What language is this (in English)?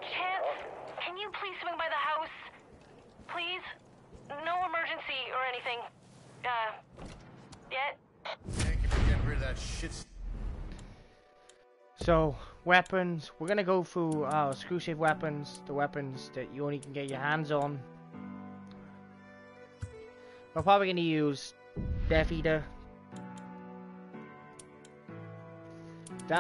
English